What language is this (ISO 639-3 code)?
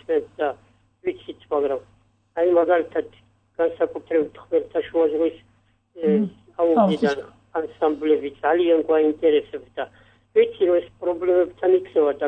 kat